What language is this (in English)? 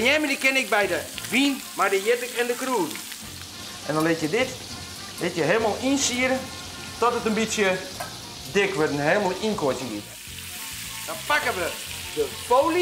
Western Frisian